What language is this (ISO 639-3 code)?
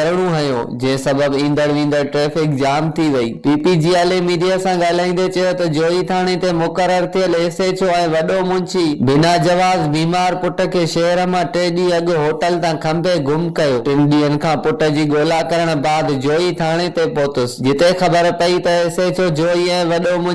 snd